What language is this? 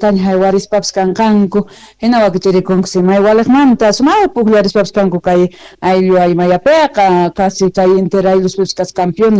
South Bolivian Quechua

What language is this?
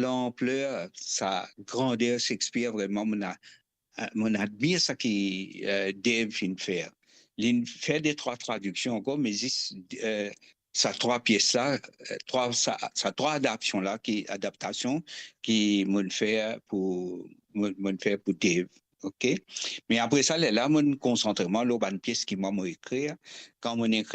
Morisyen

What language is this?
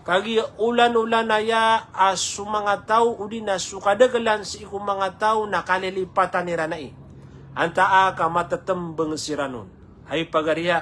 Maranao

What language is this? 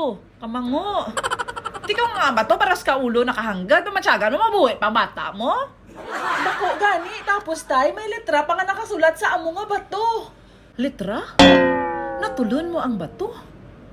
Hiligaynon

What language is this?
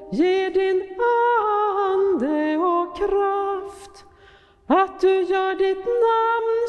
Swedish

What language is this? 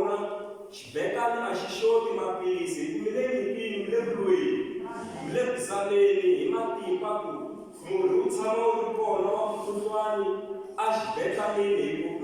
Tsonga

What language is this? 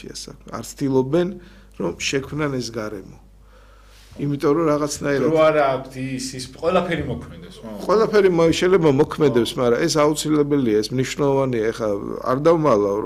Georgian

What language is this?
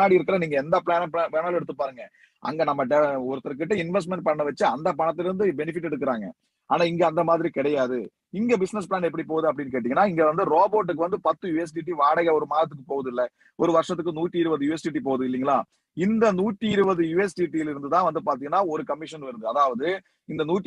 Tamil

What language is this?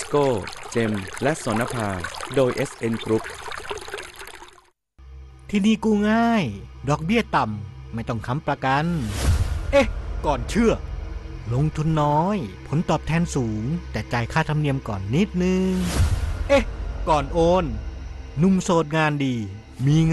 Thai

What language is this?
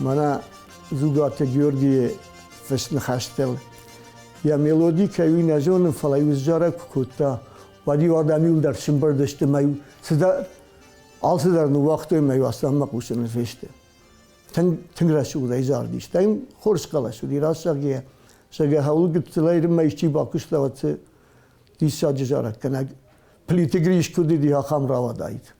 Ossetic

